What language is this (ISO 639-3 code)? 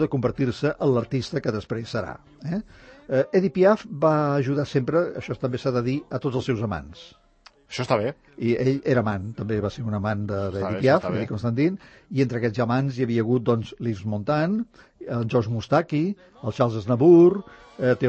cat